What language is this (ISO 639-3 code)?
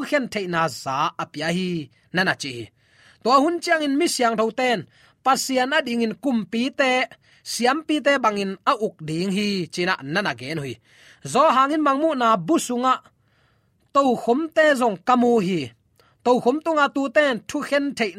ctd